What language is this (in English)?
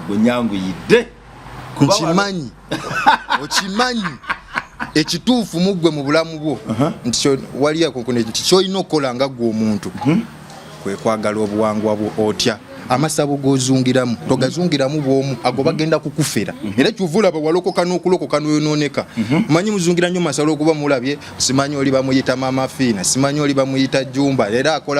Ganda